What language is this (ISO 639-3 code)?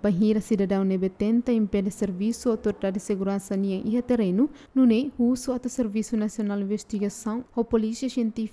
tet